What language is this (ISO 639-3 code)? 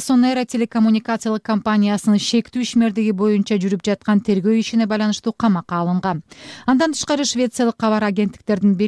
kir